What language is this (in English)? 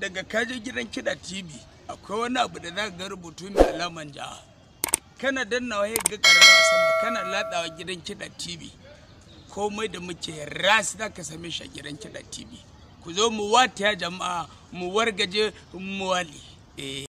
Hausa